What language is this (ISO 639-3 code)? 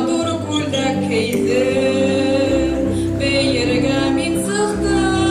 bak